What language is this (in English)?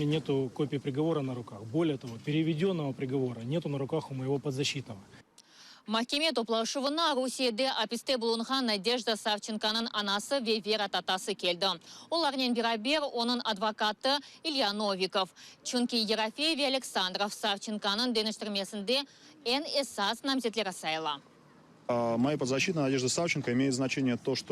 Crimean Tatar